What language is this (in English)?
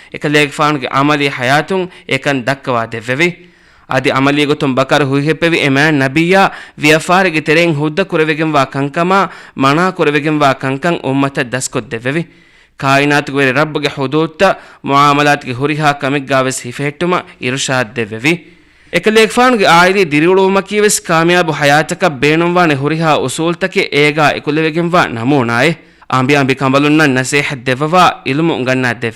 Divehi